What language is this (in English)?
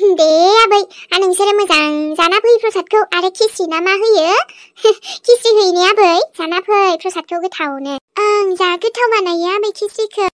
Bodo